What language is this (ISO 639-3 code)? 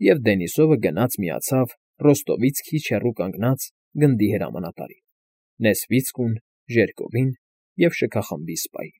hye